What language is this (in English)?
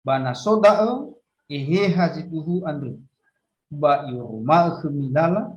Nias